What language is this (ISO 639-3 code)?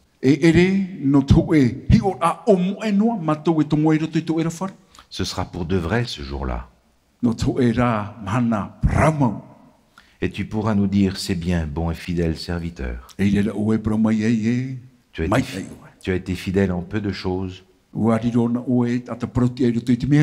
tah